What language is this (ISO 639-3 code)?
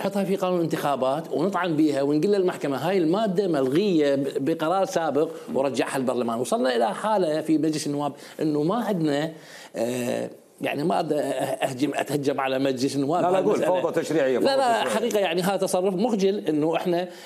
acm